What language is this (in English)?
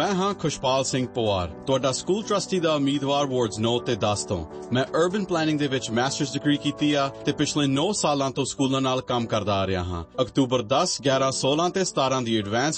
Punjabi